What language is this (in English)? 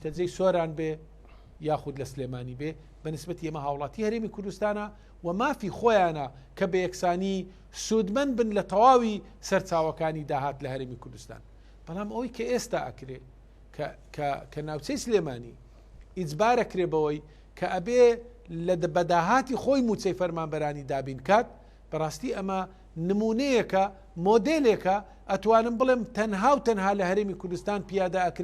Central Kurdish